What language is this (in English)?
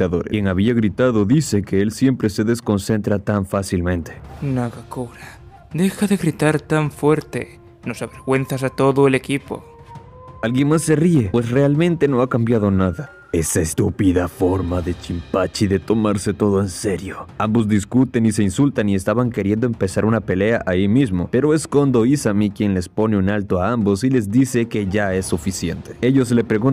Spanish